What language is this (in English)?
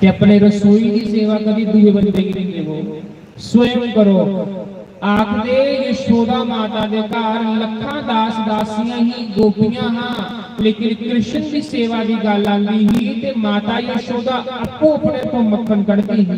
Dogri